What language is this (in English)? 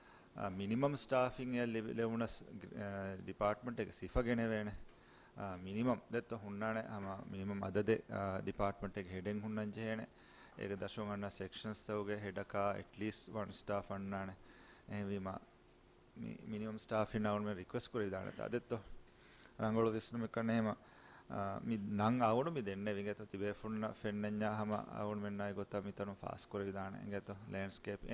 Divehi